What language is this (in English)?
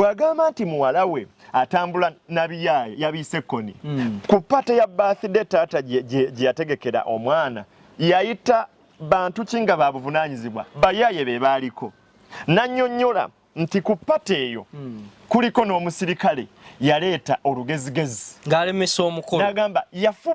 Ganda